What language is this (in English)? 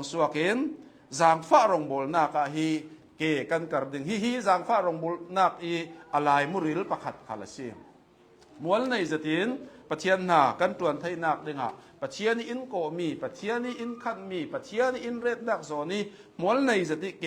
Hakha Chin